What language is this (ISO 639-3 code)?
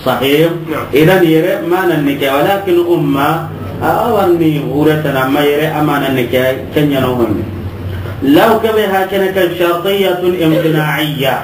snk